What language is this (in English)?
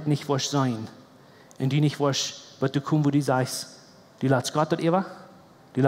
Plautdietsch